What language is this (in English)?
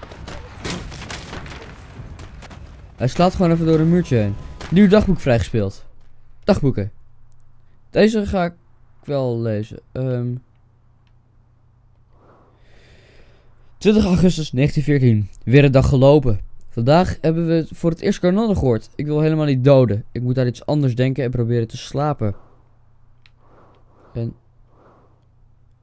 Dutch